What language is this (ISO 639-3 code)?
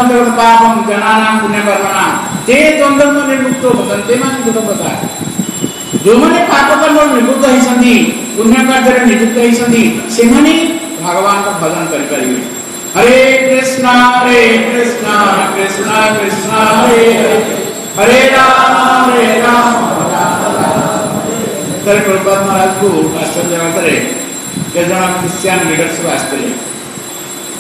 ori